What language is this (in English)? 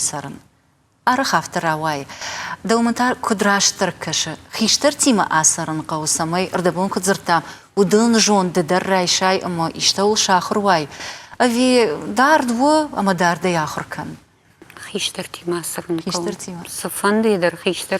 Ossetic